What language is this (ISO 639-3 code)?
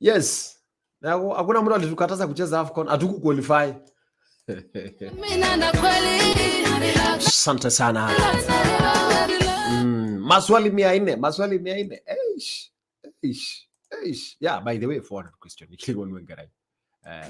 mas